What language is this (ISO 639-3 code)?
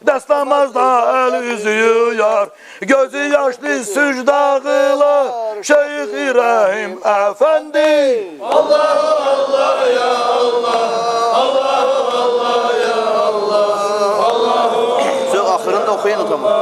kum